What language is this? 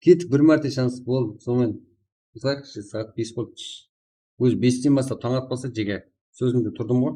Kara-Kalpak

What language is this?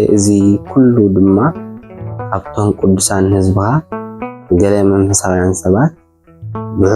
Tigrinya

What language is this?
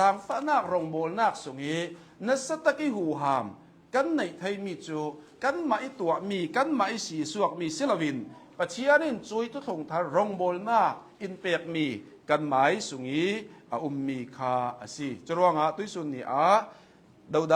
Hakha Chin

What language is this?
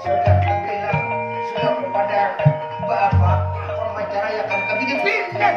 Banjar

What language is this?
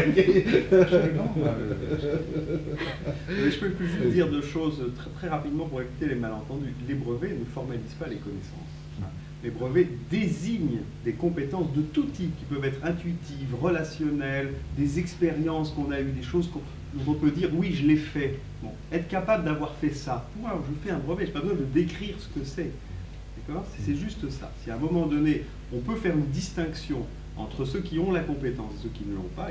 French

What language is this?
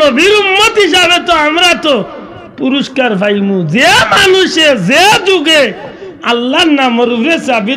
Sylheti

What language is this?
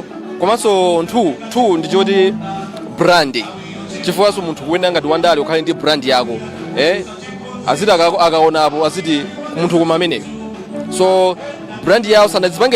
Nyanja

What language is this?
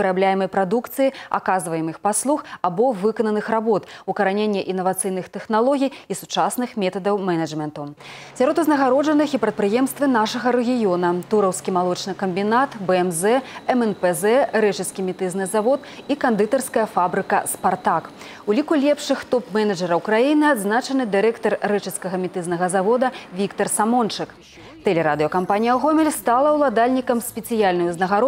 Belarusian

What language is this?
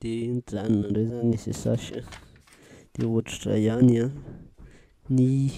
Malagasy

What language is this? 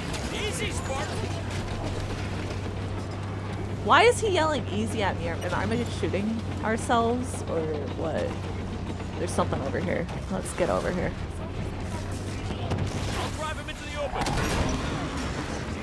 English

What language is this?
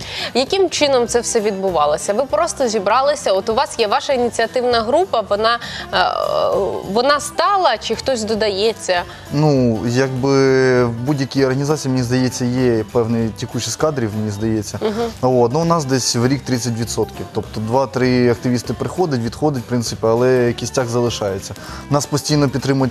Ukrainian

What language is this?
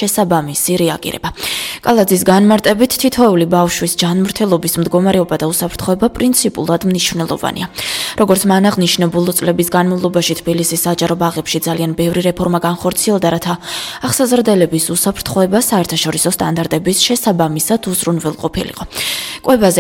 Georgian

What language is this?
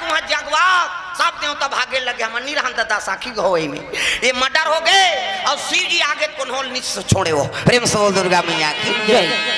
Chhattisgarhi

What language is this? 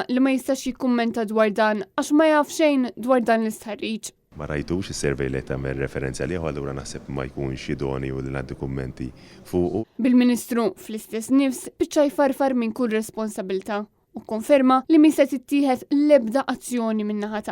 Maltese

